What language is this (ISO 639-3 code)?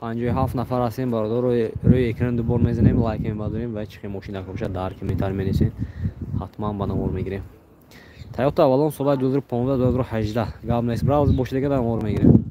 tgk